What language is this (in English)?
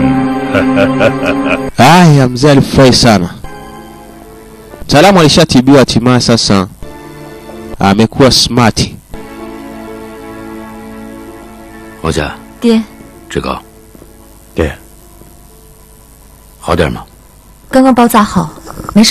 Swahili